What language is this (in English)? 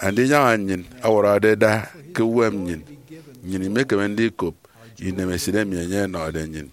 Efik